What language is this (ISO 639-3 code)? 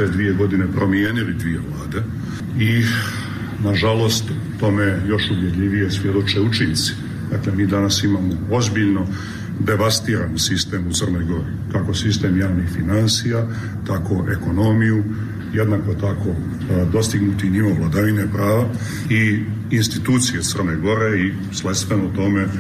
srp